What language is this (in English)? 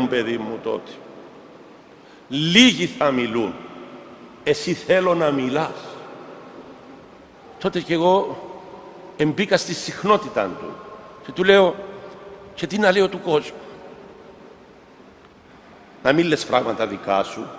Greek